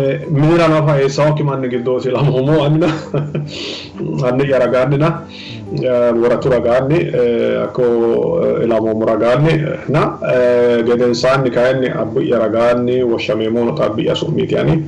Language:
Sidamo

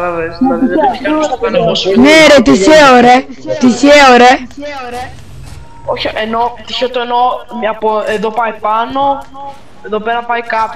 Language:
Greek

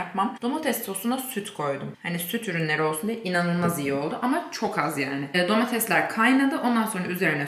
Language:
Turkish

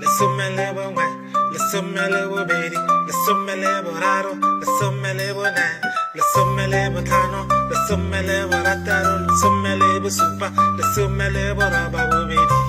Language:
Tswana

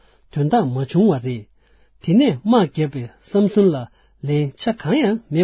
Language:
Tibetan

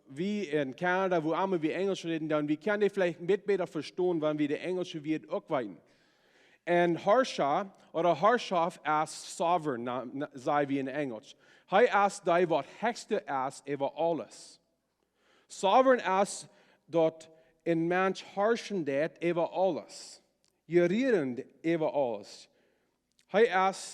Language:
Plautdietsch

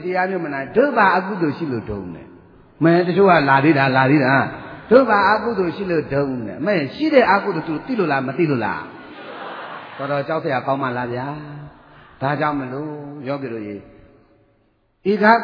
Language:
Burmese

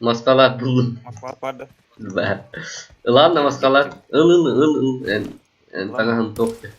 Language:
Yakut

